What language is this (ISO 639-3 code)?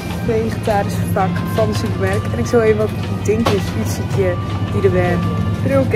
fry